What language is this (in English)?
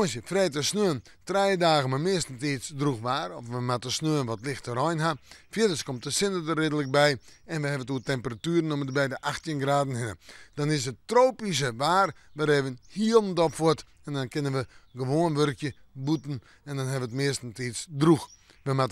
Western Frisian